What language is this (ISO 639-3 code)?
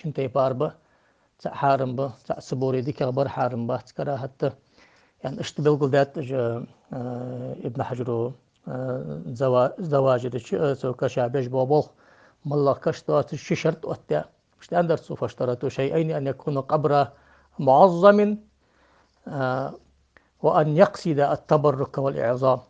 inh